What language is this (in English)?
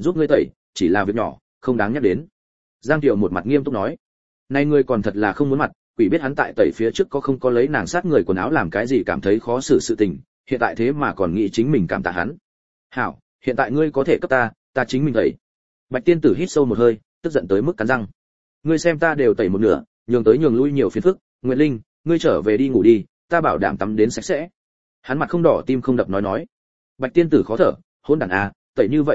Vietnamese